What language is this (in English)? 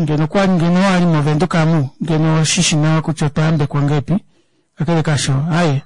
Kuanyama